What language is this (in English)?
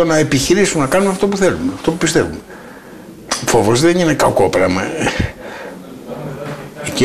Greek